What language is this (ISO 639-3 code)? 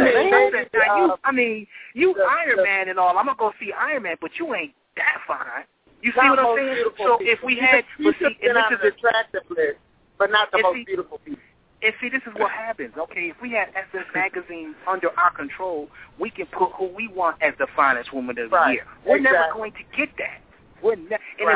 eng